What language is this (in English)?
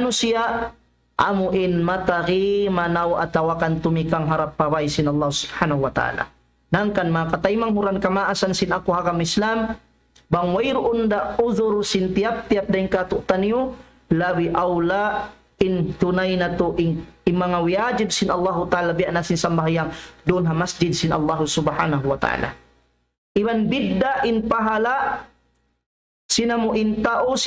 Tausug